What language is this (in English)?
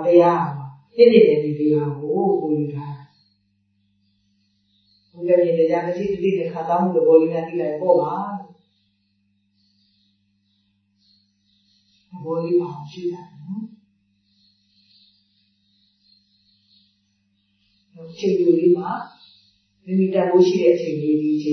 Burmese